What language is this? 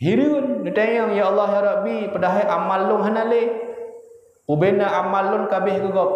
Achinese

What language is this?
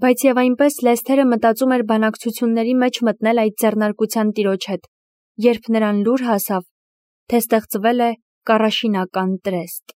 Armenian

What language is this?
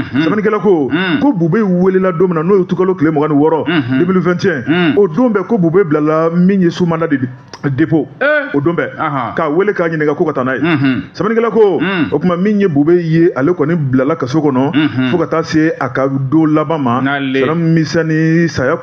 Bambara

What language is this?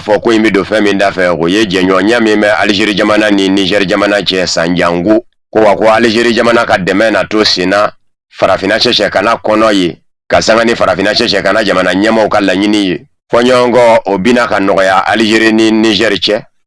Bambara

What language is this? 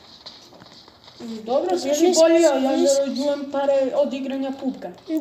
Croatian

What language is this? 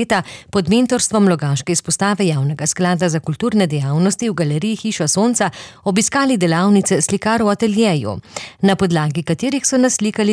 Slovenian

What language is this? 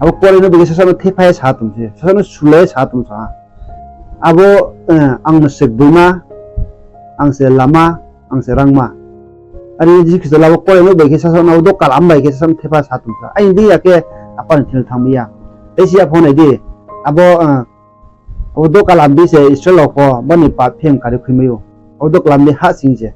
Riang (India)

